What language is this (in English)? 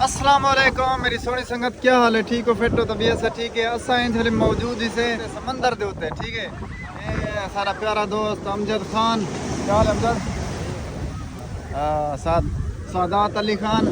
Saraiki